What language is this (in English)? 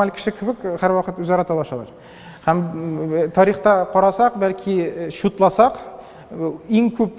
Tatar